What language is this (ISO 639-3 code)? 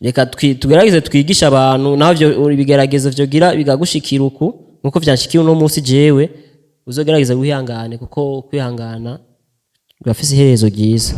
run